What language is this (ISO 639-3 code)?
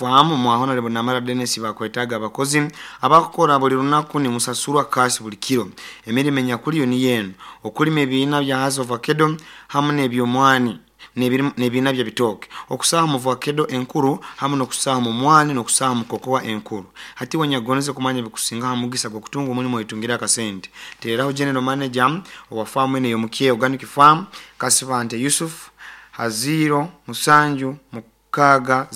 nyo